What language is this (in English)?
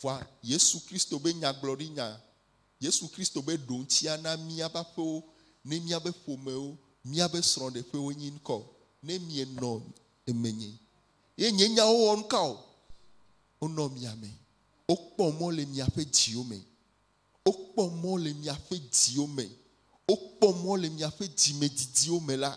Ewe